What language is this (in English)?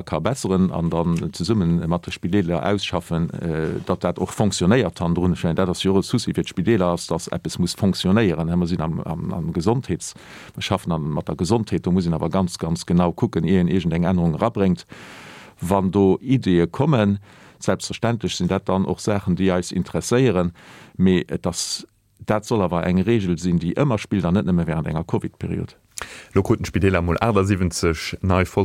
Luxembourgish